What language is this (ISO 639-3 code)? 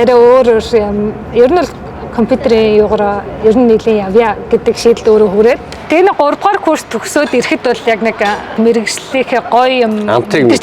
mon